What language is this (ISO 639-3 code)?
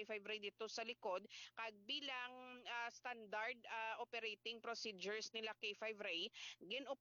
hil